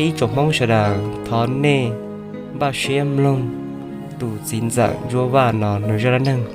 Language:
Hmong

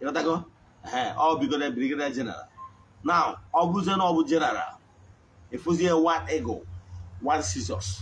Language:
Igbo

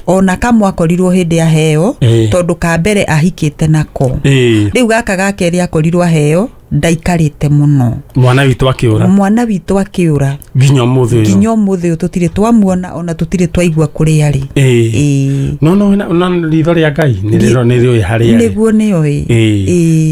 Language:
Kikuyu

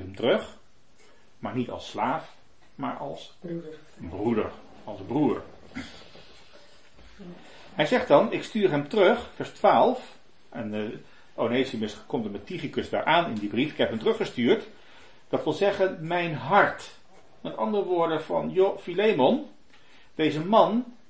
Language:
Dutch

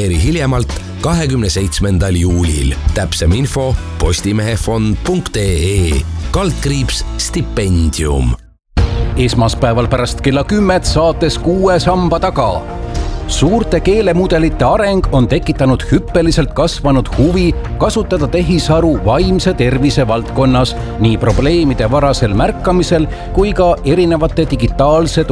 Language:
Estonian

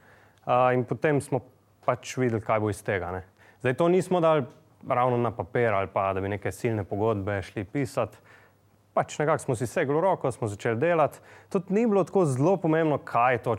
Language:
Slovenian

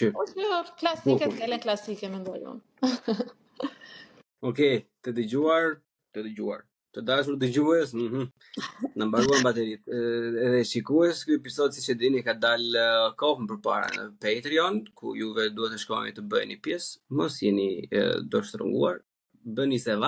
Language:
Albanian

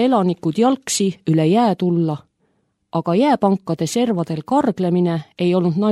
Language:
Estonian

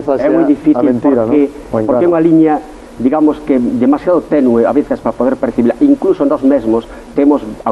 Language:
Galician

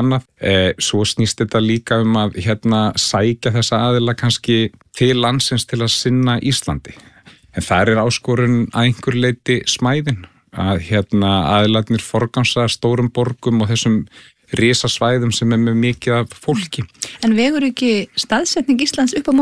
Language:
Icelandic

